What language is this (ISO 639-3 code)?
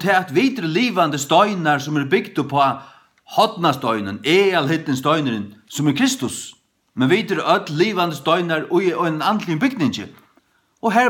fao